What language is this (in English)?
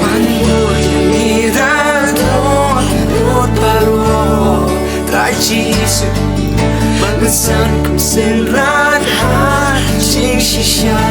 Khasi